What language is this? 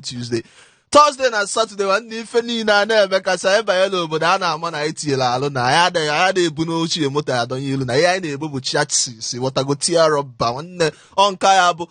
Igbo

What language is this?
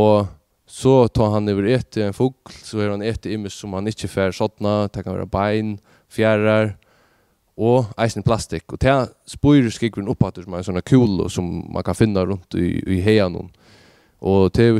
Faroese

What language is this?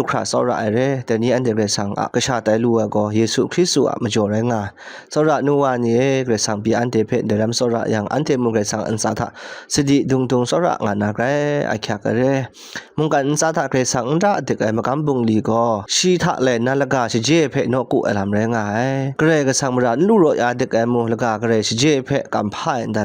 Kachin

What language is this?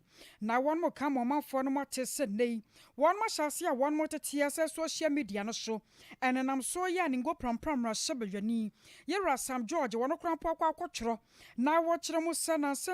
Akan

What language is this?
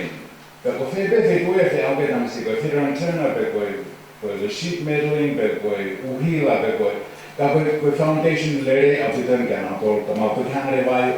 Tongan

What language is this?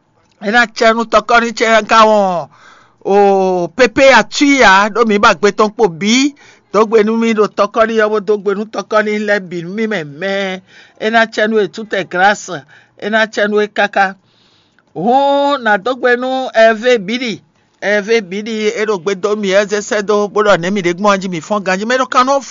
Fon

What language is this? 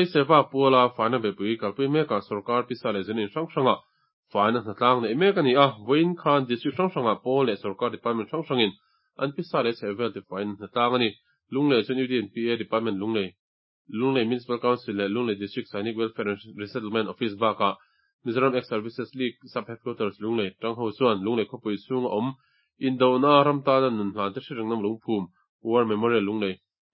Mizo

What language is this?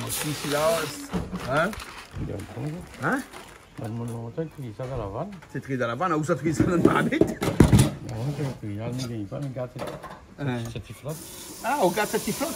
Réunion Creole French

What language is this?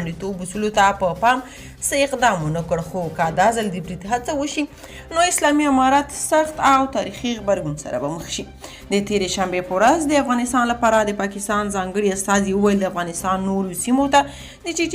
Pashto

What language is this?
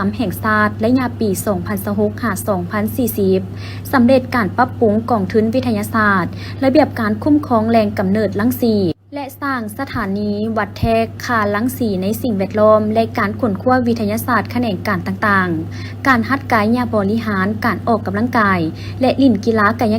Lao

